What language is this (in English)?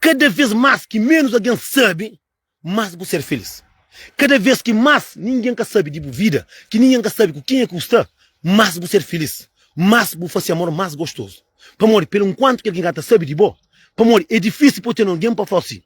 Kabuverdianu